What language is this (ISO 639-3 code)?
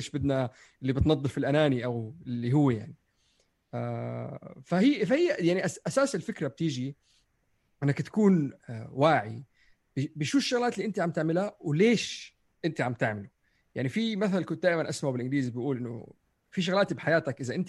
apc